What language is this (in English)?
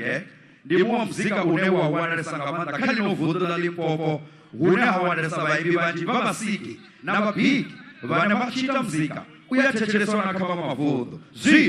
Venda